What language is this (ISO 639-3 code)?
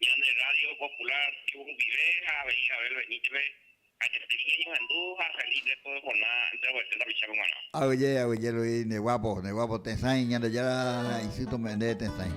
grn